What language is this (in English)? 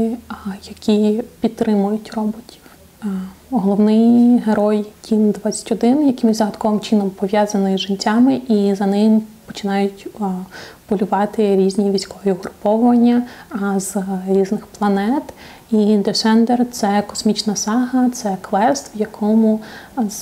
Ukrainian